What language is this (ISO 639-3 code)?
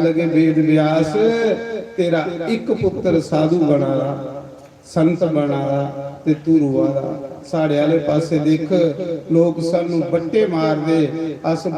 doi